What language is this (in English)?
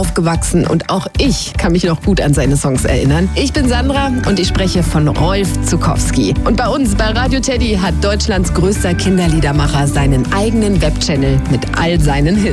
German